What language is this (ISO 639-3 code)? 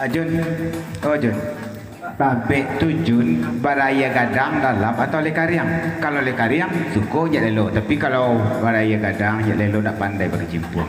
min